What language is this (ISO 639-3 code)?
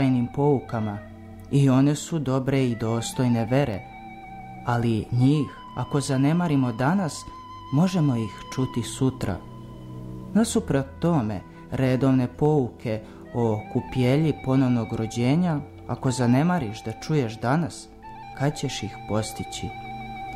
srp